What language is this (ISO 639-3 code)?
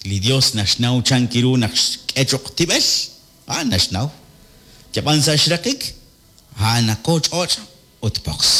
kek